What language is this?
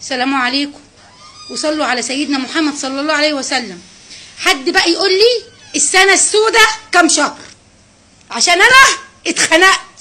Egyptian Arabic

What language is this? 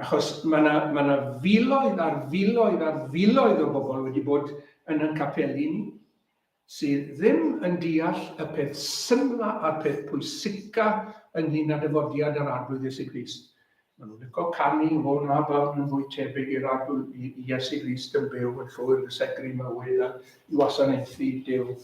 Welsh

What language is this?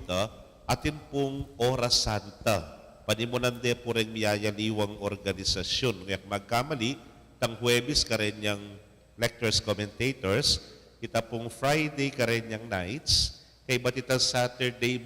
Pampanga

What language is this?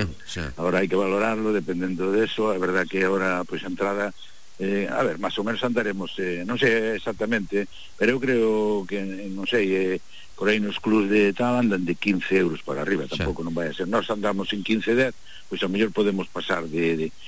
Galician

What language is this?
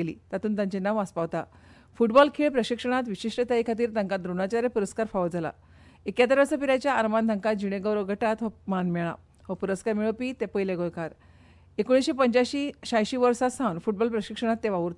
Konkani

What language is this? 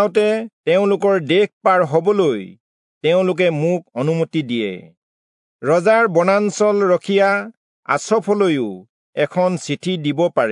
Assamese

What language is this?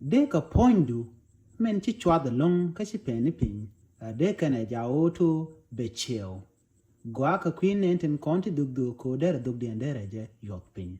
Nuer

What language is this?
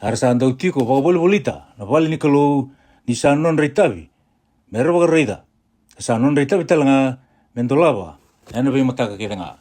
Fijian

